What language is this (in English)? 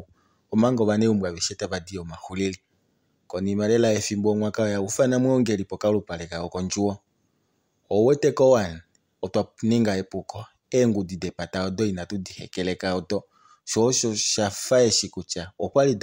Kuanyama